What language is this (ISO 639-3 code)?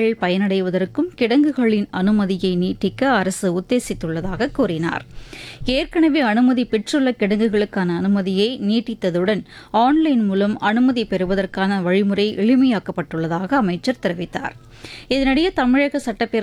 tam